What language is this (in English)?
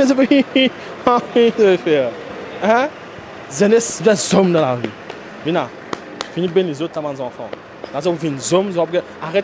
Morisyen